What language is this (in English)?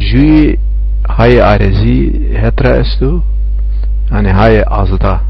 Zaza